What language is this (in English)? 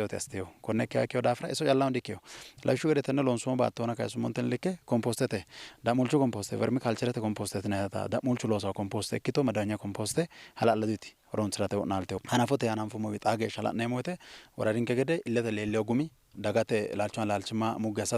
Sidamo